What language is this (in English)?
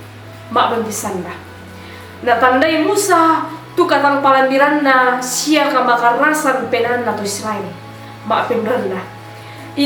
Toraja-Sa'dan